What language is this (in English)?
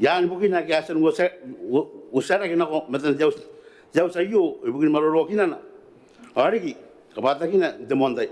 Gilbertese